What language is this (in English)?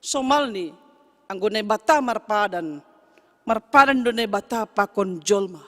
Batak Simalungun